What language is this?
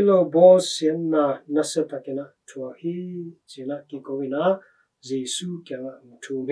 Tedim Chin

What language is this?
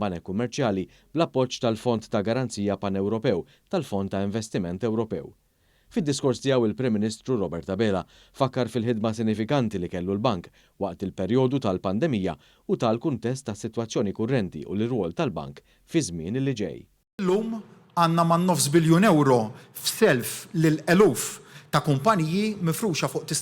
Maltese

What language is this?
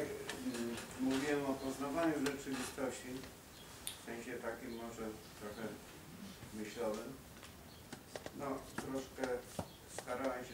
Polish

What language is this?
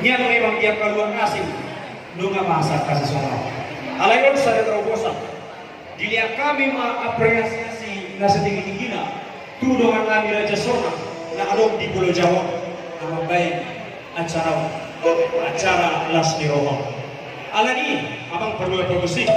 Batak Toba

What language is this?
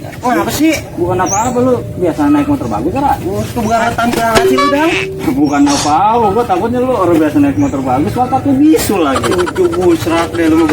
Betawi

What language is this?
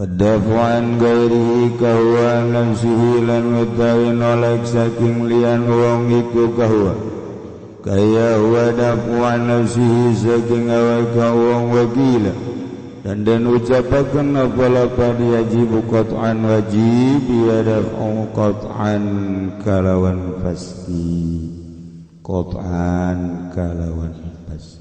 Sundanese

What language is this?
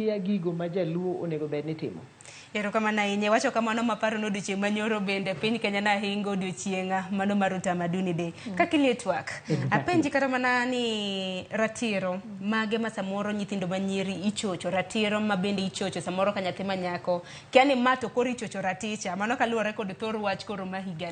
Luo (Kenya and Tanzania)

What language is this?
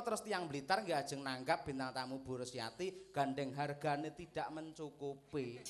Javanese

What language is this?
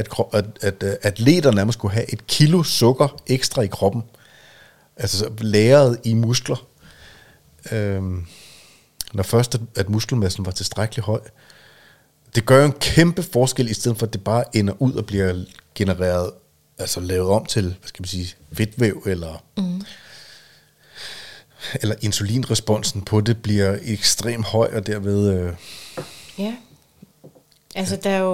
Danish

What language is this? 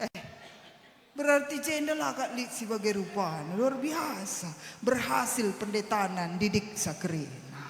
Batak Karo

